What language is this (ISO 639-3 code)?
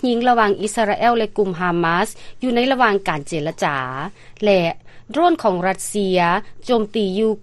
lao